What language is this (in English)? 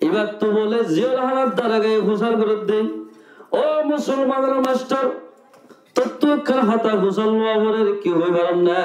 Rohingya